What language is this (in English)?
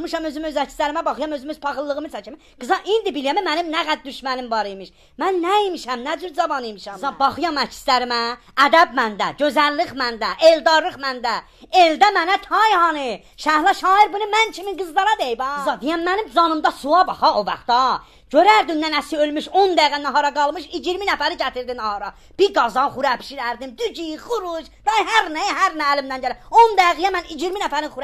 South Azerbaijani